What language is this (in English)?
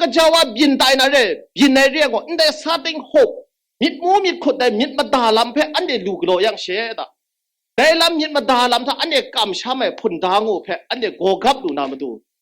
Kachin